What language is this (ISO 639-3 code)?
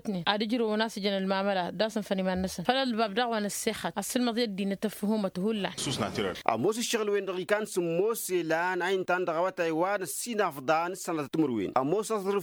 taq